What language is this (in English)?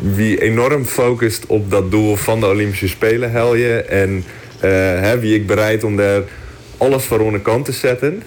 Western Frisian